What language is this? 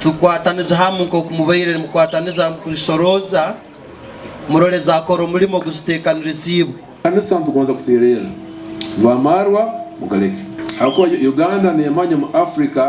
Nyankole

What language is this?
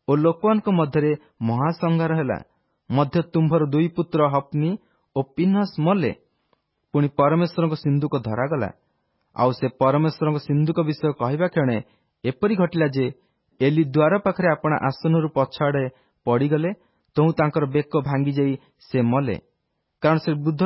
Odia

